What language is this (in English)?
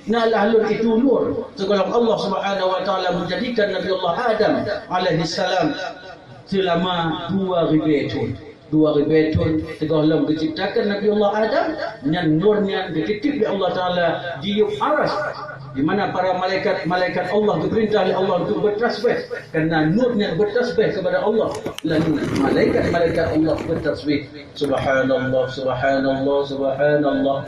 Achinese